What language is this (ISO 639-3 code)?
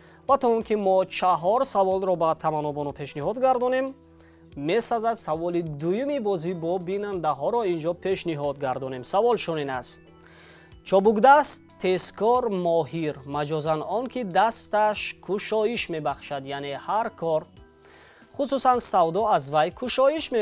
tgk